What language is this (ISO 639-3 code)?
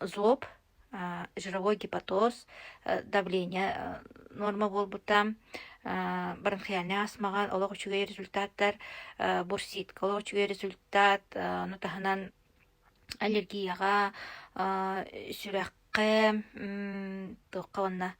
sah